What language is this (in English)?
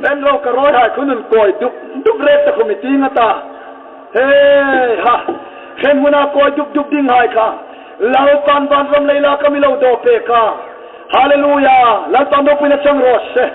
Hmar